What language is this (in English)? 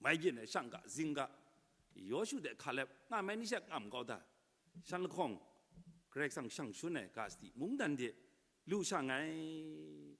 Kachin